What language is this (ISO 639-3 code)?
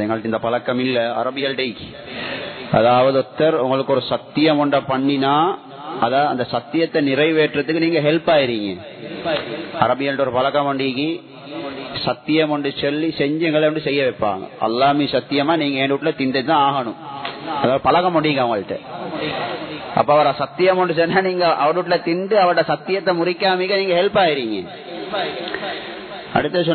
tam